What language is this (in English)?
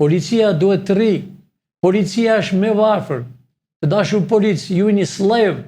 Albanian